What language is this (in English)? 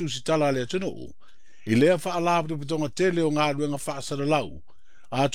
Samoan